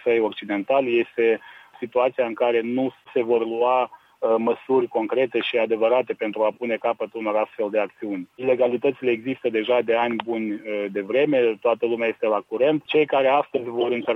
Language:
Romanian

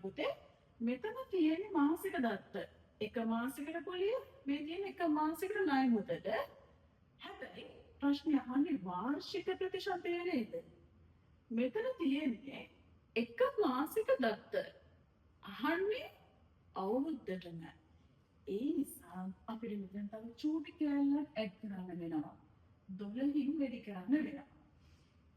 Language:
Sinhala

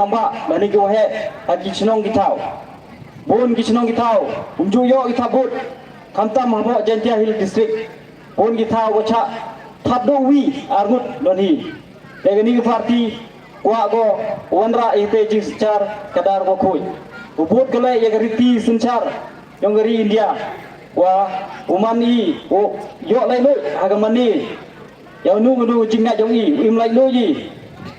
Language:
Pnar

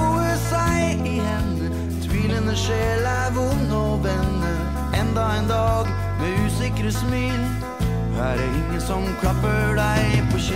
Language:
Norwegian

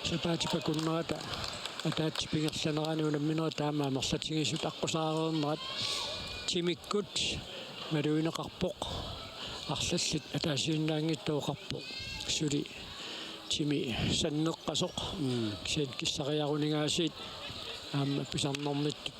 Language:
Kalaallisut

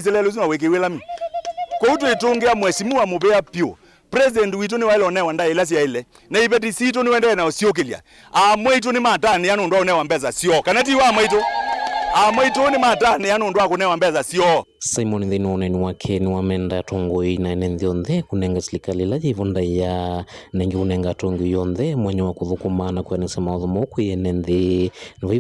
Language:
Kamba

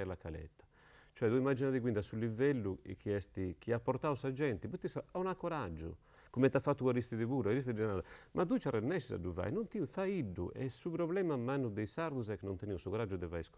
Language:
Sardinian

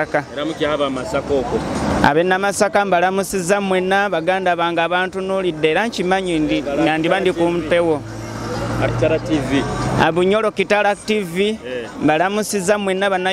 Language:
Nyoro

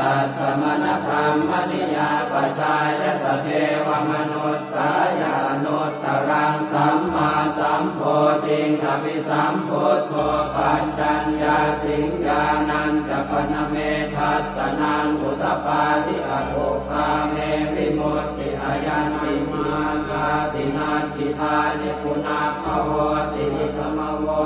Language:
Pali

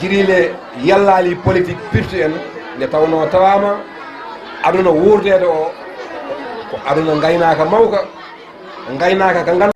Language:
Fula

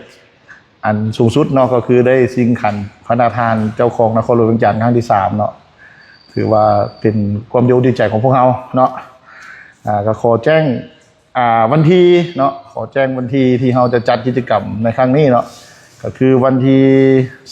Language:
Lao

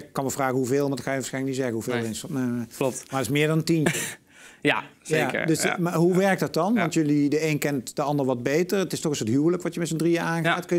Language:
Dutch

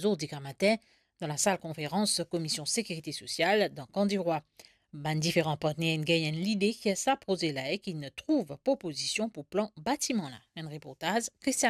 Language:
Morisyen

